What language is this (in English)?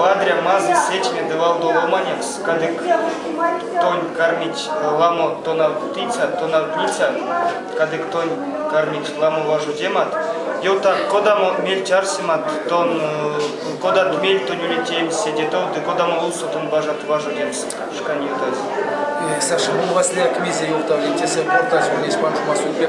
Erzya